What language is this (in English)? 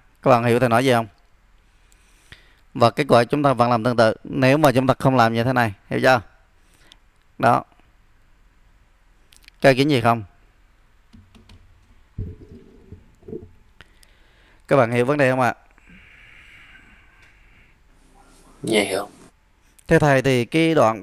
Vietnamese